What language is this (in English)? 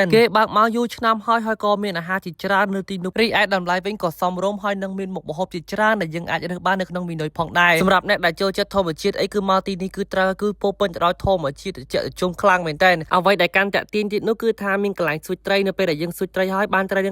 Khmer